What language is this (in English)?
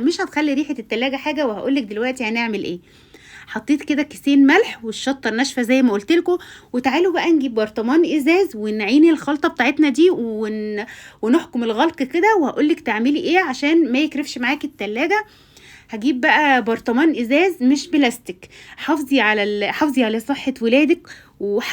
Egyptian Arabic